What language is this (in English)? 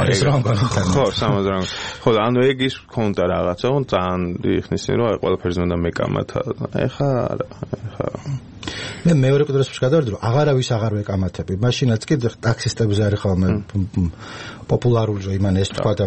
Georgian